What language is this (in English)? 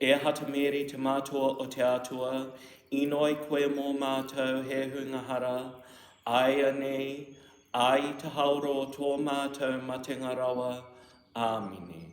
Māori